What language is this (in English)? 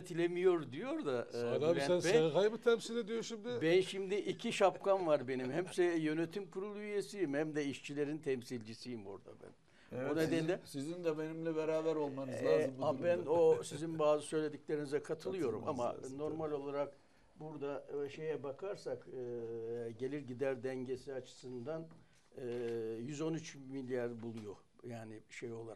Turkish